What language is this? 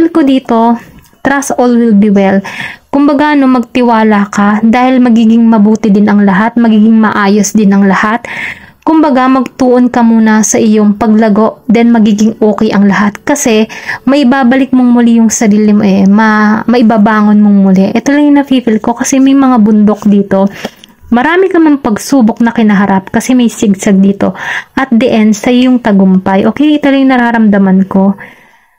Filipino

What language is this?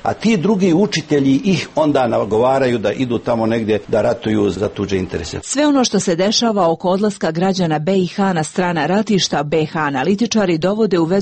Serbian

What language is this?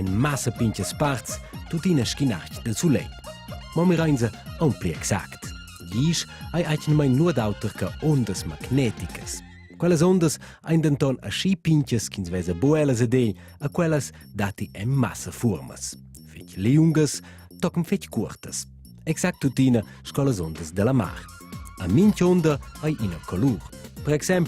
Romansh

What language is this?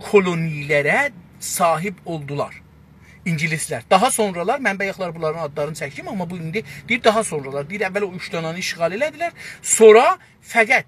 South Azerbaijani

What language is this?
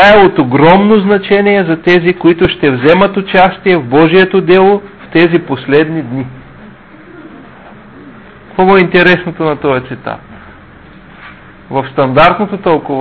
Bulgarian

